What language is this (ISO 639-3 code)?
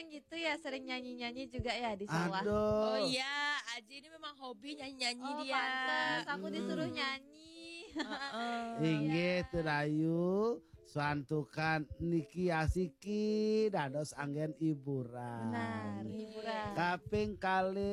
ban